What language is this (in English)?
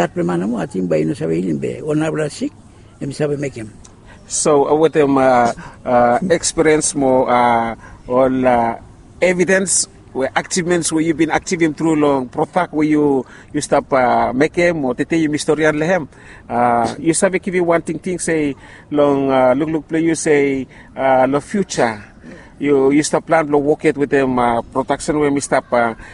Bislama